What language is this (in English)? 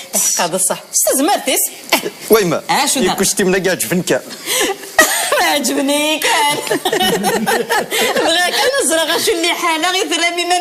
Kabyle